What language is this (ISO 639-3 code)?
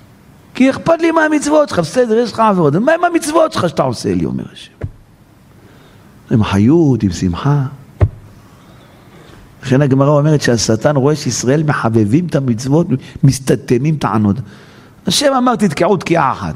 heb